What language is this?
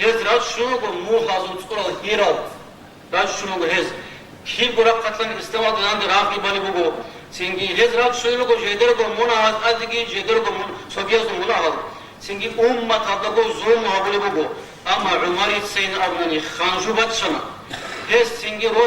Avaric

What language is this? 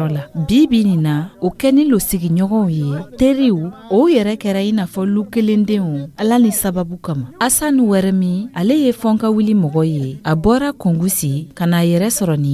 Dyula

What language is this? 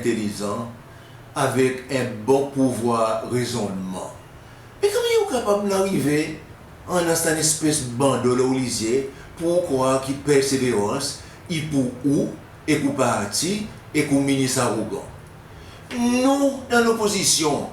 Seselwa Creole French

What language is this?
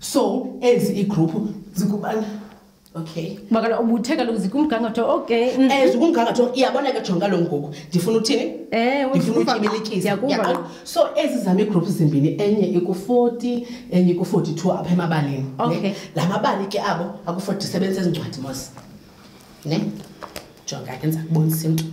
Xhosa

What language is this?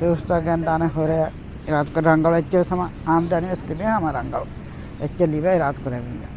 Divehi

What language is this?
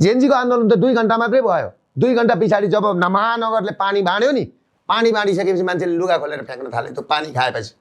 Nepali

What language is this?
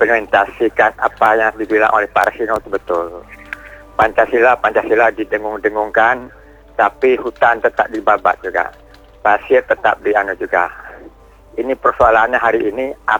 Indonesian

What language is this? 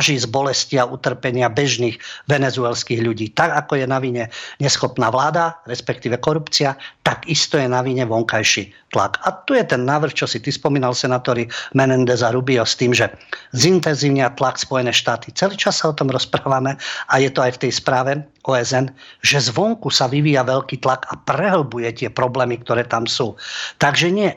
Slovak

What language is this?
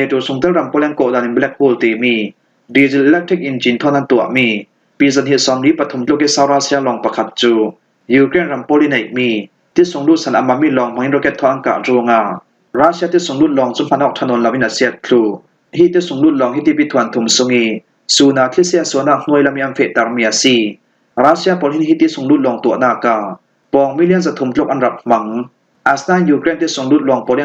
Falam Chin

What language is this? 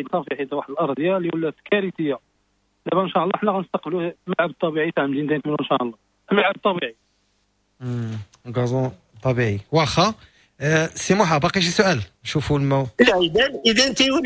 Moroccan Arabic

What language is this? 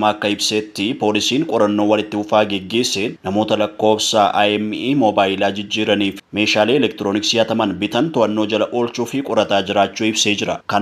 Oromo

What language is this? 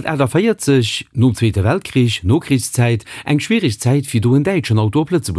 Luxembourgish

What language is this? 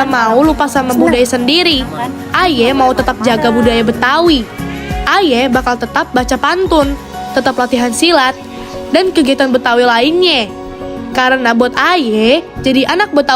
Betawi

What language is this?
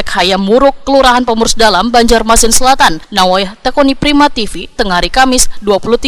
Banjar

